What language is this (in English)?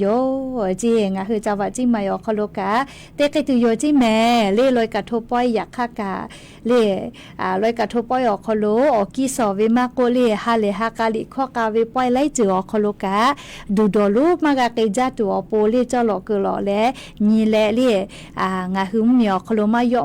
Lahu